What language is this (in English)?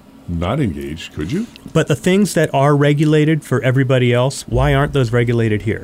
English